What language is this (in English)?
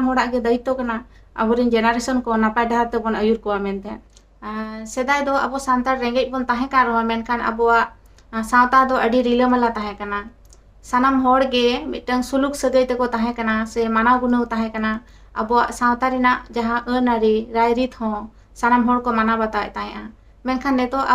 Santali